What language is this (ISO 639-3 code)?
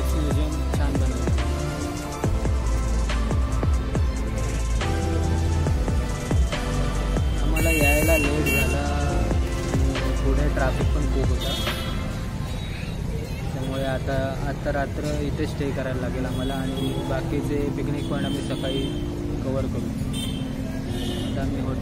mar